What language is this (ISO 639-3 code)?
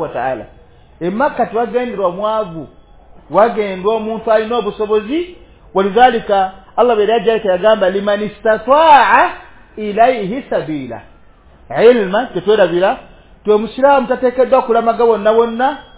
lug